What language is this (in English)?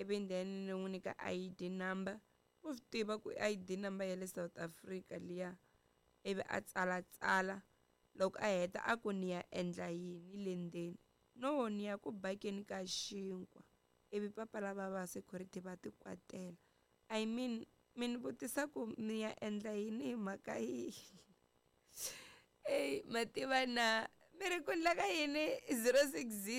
Tsonga